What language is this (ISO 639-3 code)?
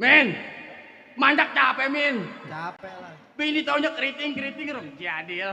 bew